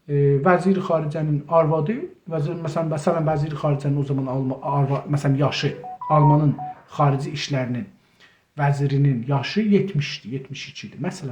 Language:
South Azerbaijani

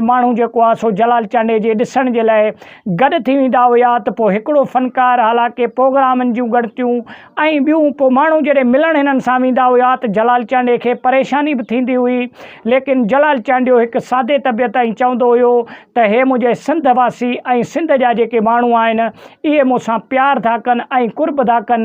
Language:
Sindhi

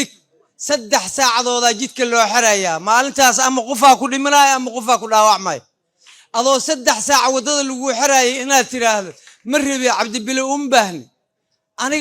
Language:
Somali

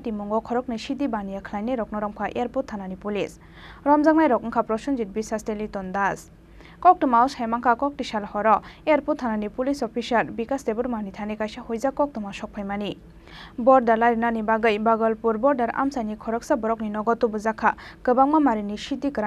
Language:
Kok Borok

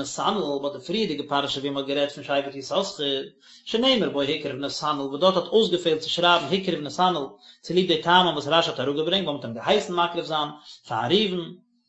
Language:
Yiddish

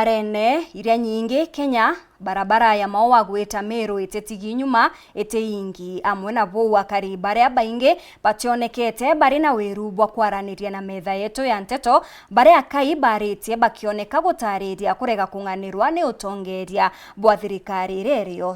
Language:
Meru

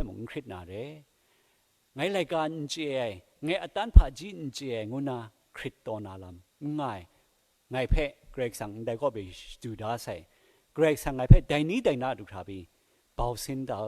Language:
Kachin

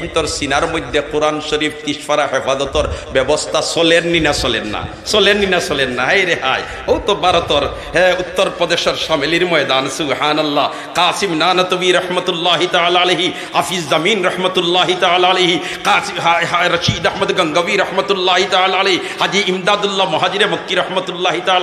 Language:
Sylheti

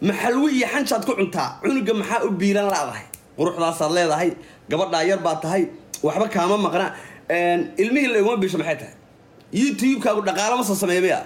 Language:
Somali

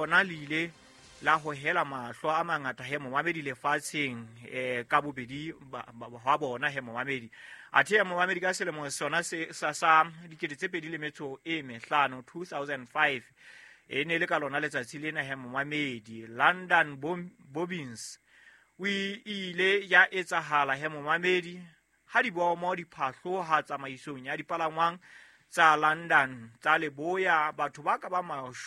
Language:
Southern Sotho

